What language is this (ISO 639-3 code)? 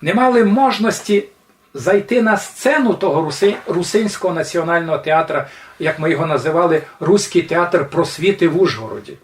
rue